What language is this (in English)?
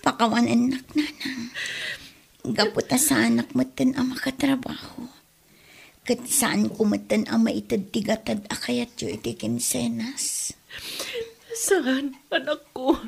Iloko